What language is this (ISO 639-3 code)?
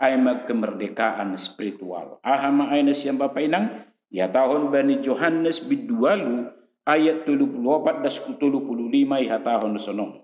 bts